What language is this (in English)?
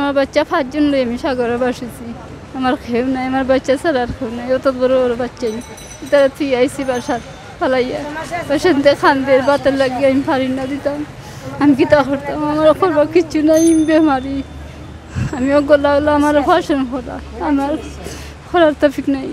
Sylheti